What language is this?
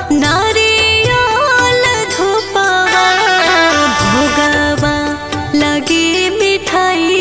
Bhojpuri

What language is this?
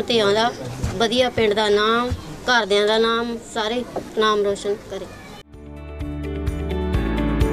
Punjabi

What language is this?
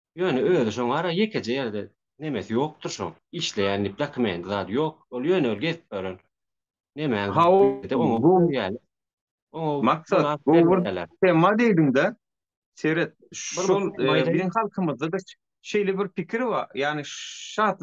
Turkmen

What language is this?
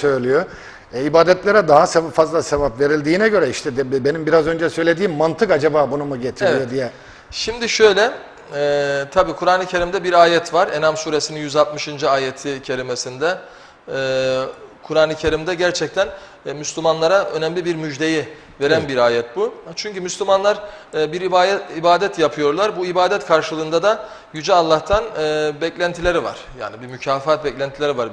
Turkish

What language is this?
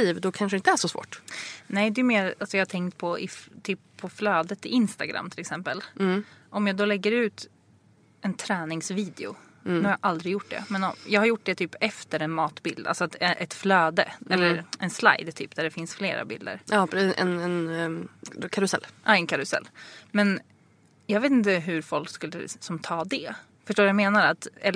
Swedish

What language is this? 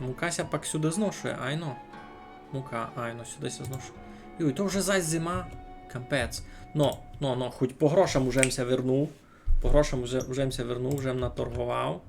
Rusyn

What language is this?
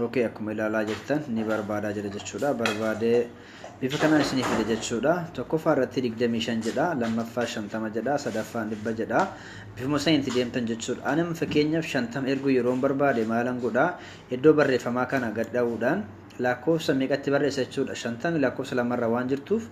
Oromo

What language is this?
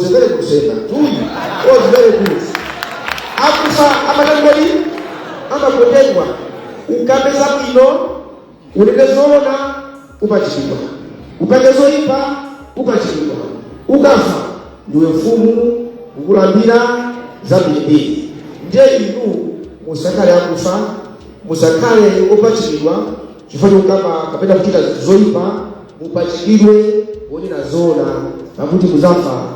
Nyanja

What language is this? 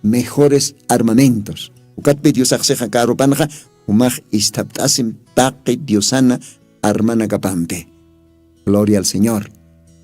Aymara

